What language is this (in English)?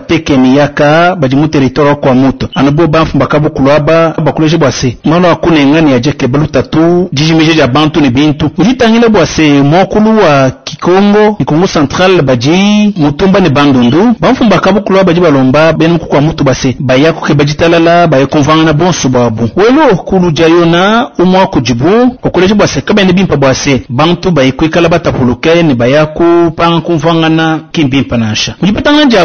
Luba-Lulua